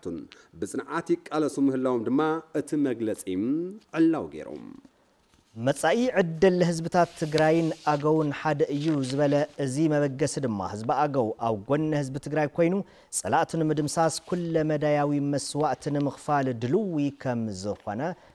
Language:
Tigrinya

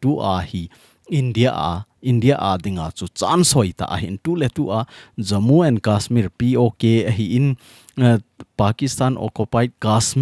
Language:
Thado Chin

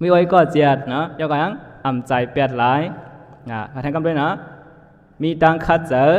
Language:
Shan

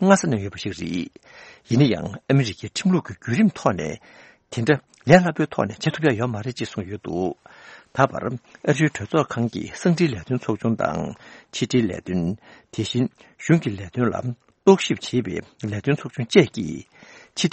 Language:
Tibetan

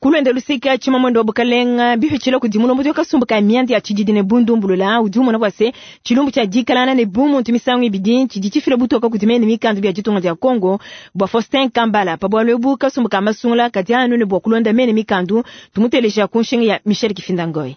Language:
Luba-Lulua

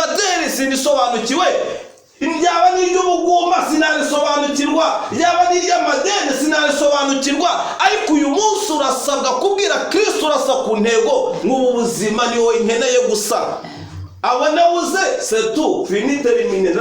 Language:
Kinyarwanda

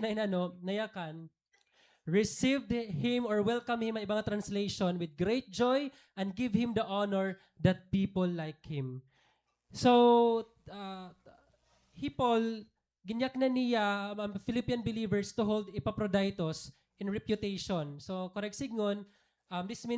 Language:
Waray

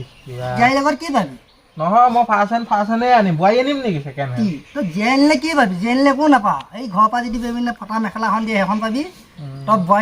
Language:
Assamese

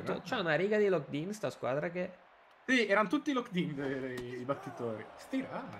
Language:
Italian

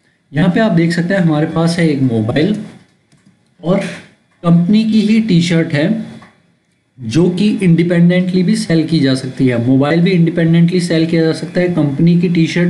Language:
Hindi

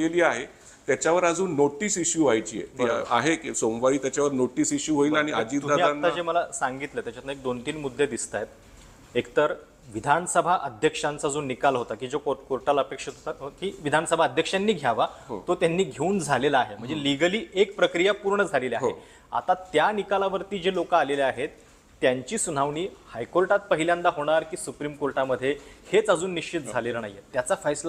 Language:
Marathi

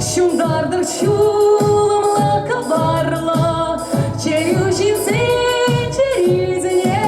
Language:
Chuvash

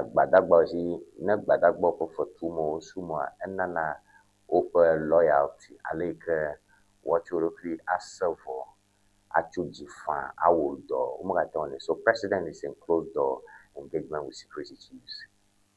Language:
Ewe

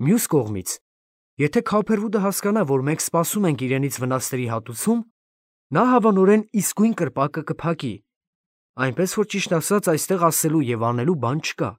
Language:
Armenian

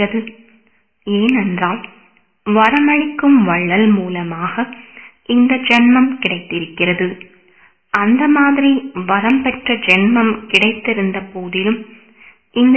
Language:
Tamil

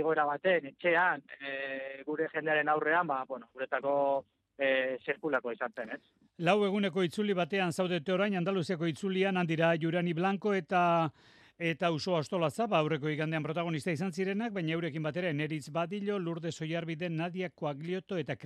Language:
Basque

